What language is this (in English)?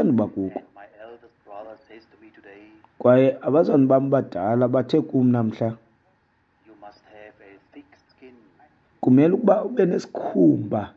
Xhosa